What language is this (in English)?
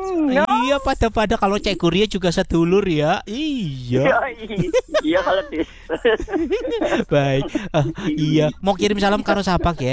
Indonesian